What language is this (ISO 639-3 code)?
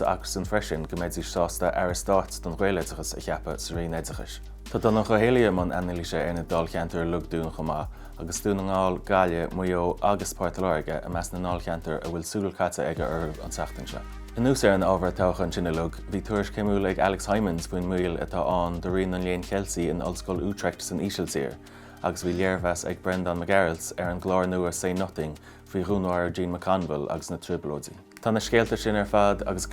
gle